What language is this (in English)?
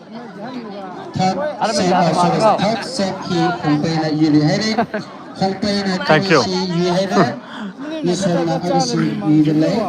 Tangkhul Naga (India)